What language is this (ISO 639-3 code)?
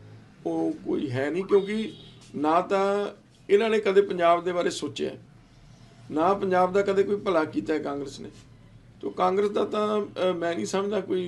pan